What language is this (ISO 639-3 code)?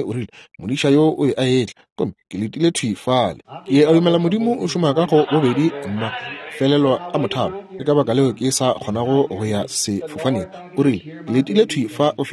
nso